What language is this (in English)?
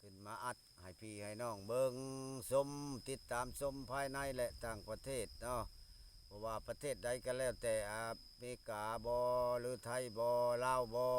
Lao